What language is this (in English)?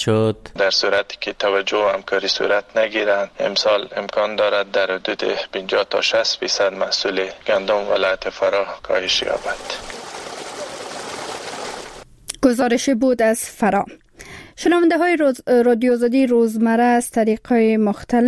Persian